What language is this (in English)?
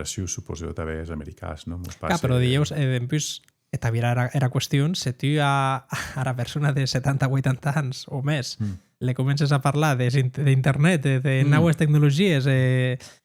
Occitan